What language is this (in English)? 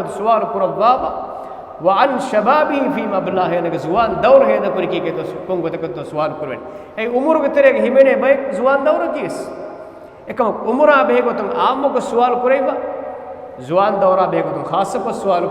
Divehi